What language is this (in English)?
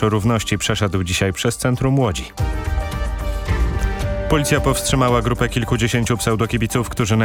Polish